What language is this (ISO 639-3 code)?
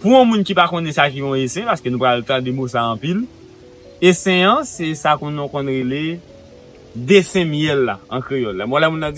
hat